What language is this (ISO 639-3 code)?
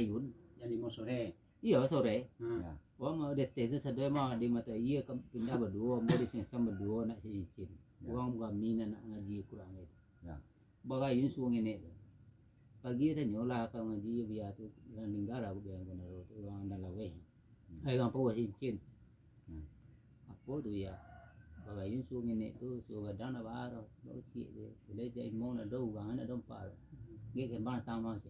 min